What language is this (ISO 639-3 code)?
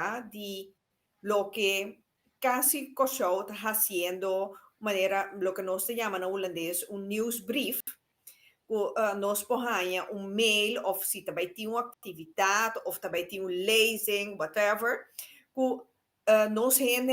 pap